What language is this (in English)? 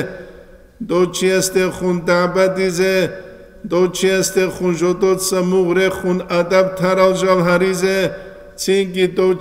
Avaric